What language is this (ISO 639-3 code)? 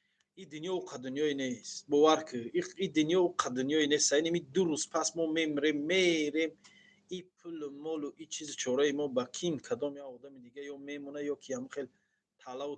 tgk